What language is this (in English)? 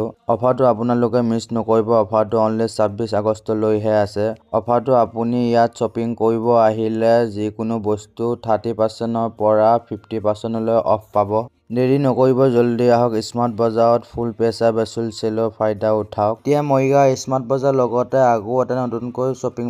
Assamese